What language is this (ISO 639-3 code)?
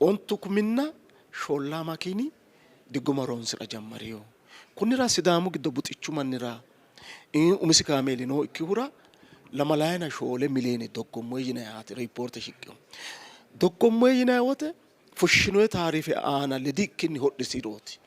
sid